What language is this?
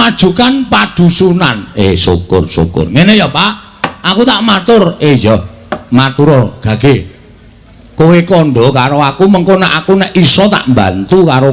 Javanese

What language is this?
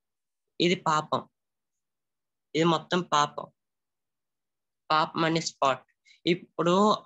Telugu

